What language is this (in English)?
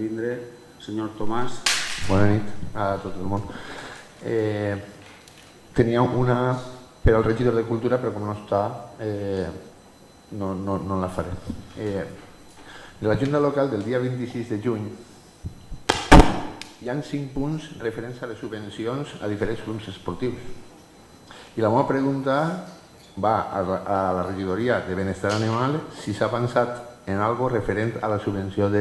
Catalan